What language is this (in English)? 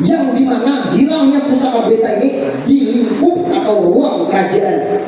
Banjar